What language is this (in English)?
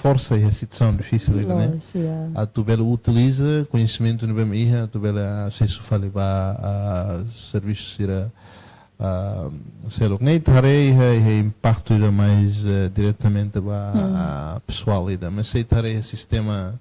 Tetum